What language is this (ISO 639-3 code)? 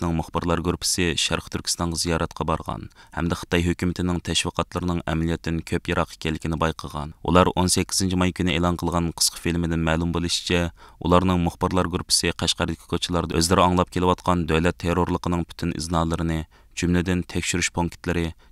uig